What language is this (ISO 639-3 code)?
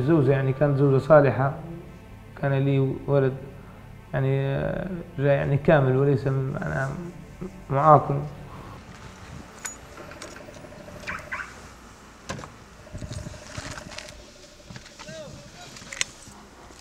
ara